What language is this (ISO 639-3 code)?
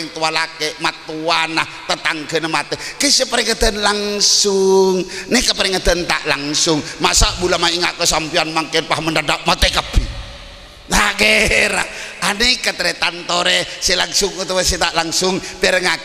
mad